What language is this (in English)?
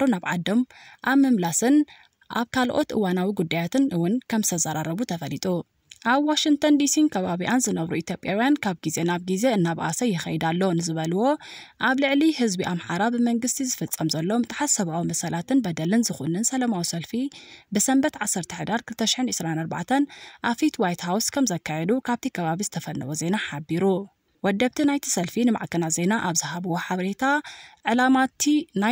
Tigrinya